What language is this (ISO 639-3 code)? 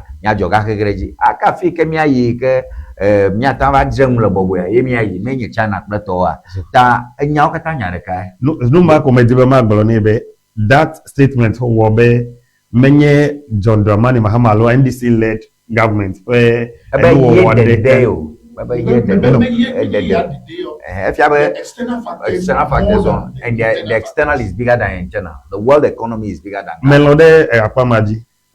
ewe